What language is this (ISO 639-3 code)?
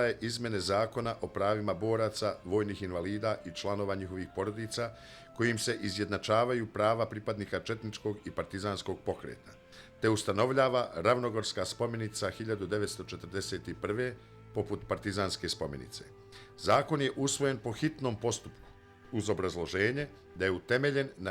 bos